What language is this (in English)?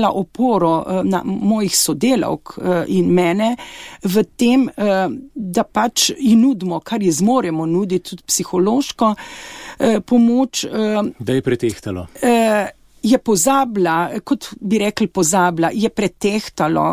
Slovenian